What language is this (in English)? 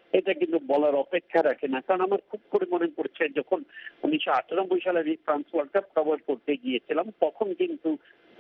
Bangla